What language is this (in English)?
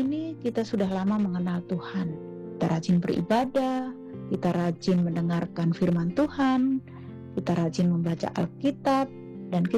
Indonesian